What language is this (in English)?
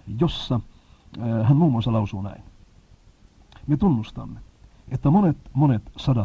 Finnish